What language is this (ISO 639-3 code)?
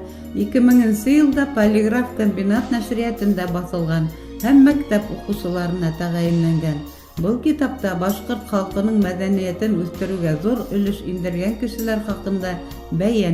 bak